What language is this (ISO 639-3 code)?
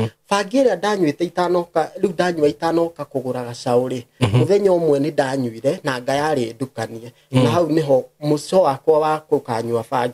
kik